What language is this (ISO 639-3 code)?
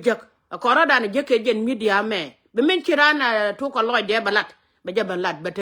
nus